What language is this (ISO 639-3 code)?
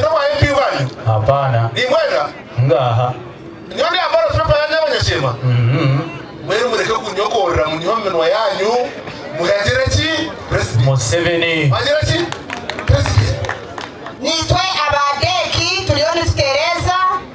nyn